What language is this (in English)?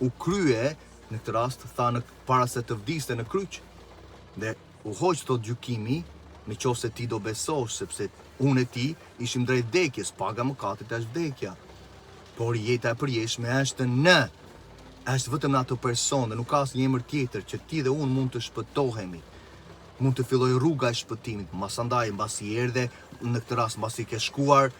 Albanian